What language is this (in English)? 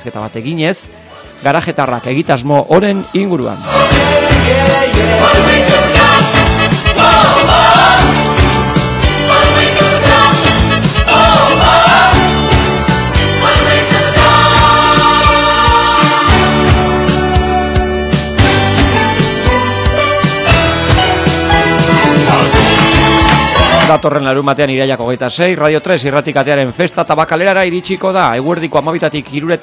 Basque